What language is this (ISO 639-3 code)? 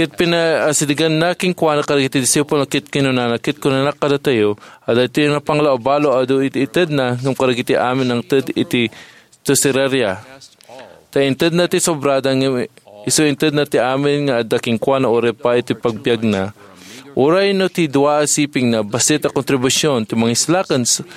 ilo